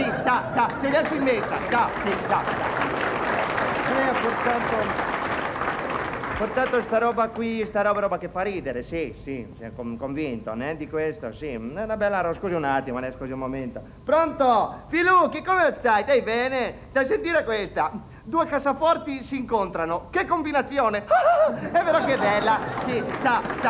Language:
Italian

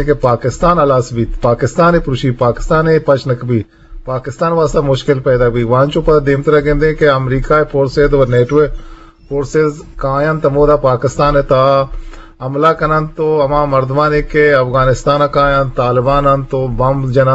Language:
Eastern Balochi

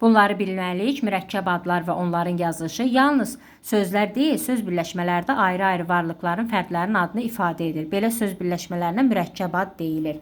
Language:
Azerbaijani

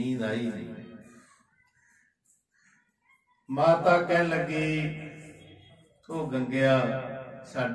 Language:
Punjabi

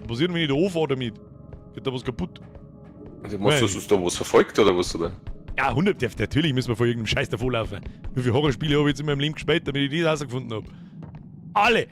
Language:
Bavarian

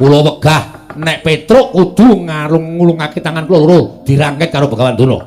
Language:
Javanese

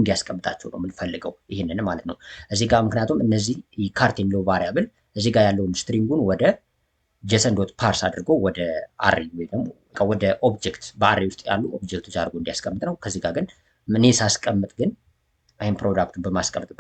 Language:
Amharic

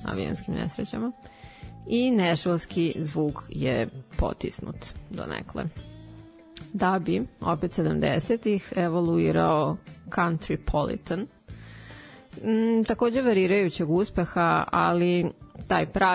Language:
Serbian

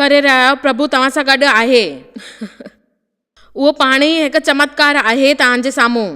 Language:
Sindhi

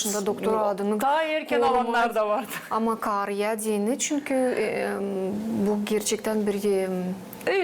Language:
Gagauz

